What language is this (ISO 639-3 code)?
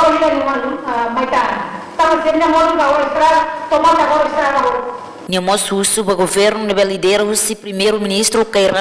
tet